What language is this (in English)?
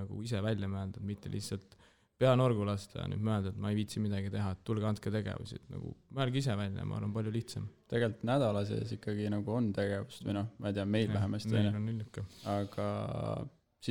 Estonian